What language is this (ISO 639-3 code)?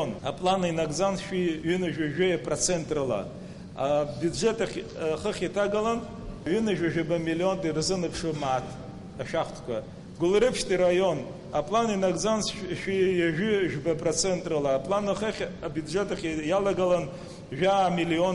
abk